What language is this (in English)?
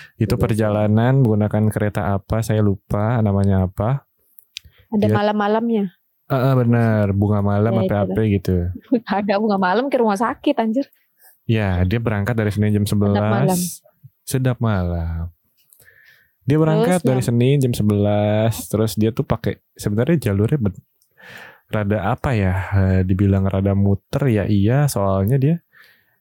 Indonesian